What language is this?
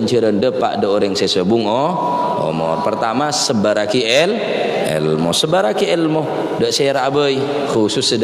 Madurese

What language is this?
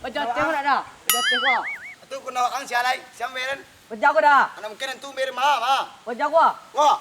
Minangkabau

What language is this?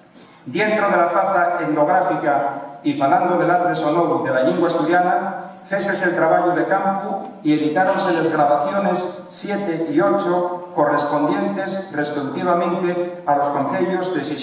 Asturian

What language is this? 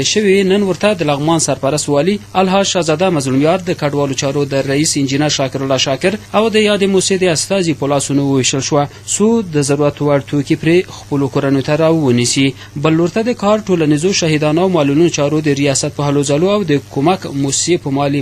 Pashto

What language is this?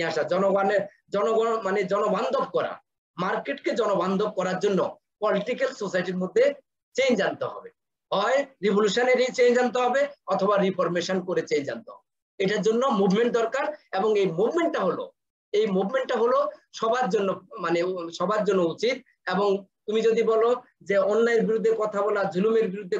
Bangla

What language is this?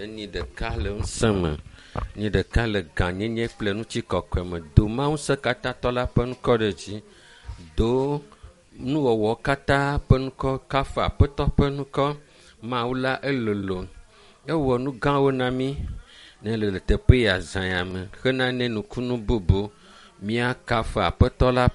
Ewe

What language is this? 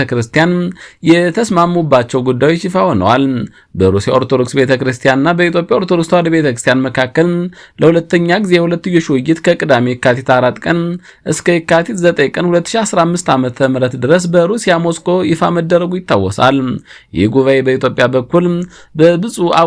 Amharic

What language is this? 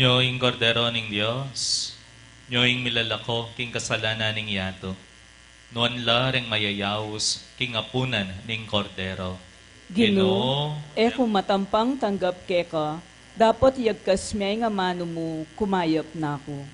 Pampanga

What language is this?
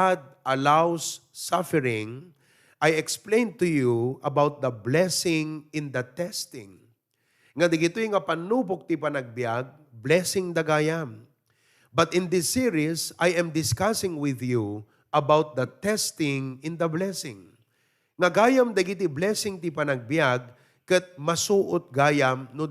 Iloko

